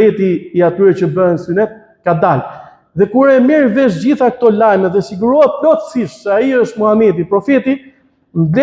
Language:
Albanian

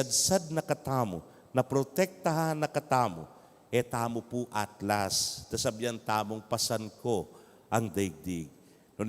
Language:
Pampanga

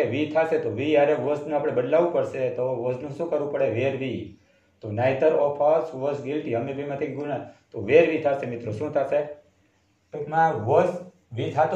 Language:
Gujarati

